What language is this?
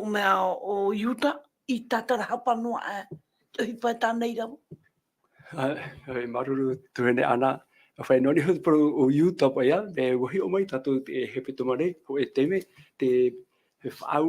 Tahitian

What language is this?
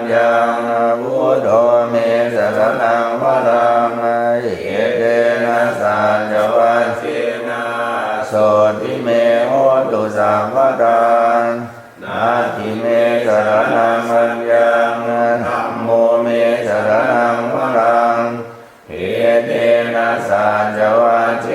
Pali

